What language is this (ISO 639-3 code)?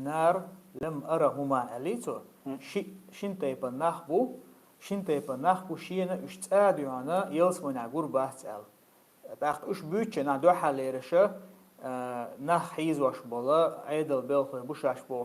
che